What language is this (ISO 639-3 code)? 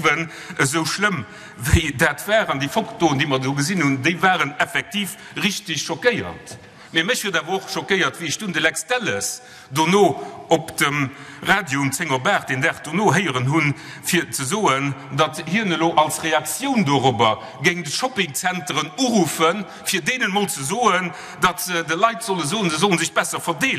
ltz